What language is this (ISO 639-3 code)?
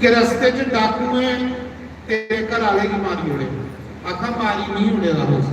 doi